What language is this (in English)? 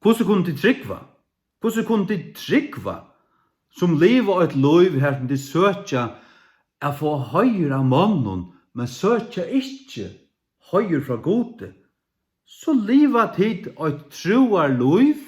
Faroese